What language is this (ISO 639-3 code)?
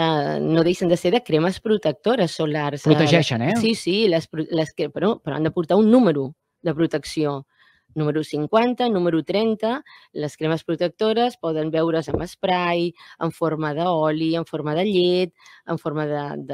cat